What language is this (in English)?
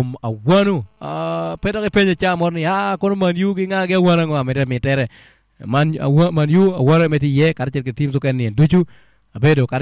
Acoli